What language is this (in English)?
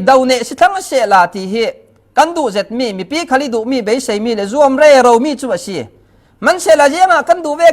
Falam Chin